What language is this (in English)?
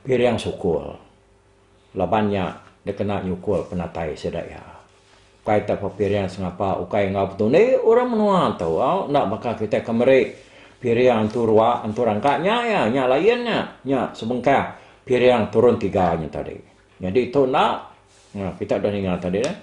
Iban